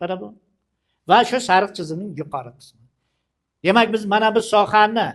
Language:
Uzbek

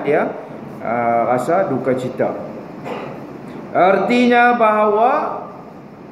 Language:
Malay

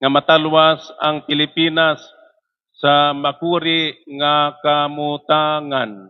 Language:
Waray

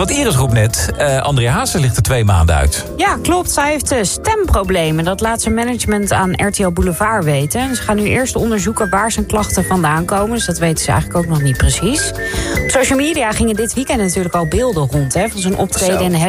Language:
Dutch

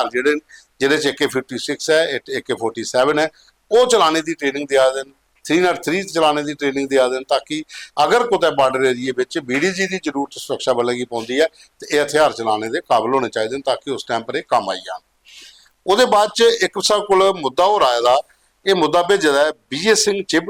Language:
Dogri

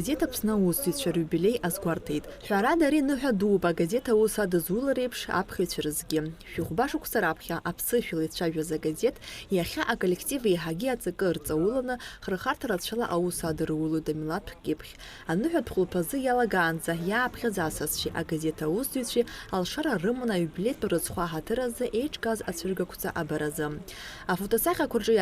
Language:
Abkhazian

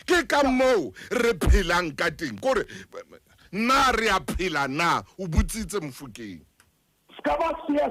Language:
Southern Sotho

